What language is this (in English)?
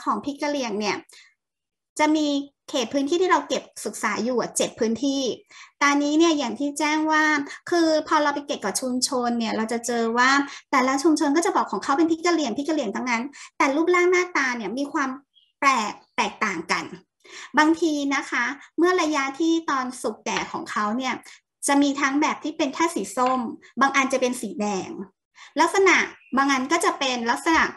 Thai